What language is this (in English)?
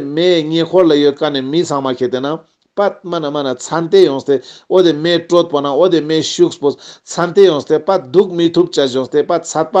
Ladakhi